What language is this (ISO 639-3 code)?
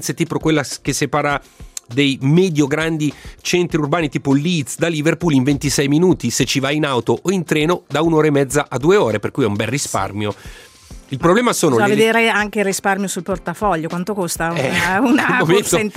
ita